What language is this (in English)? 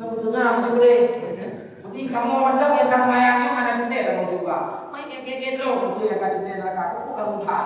Achinese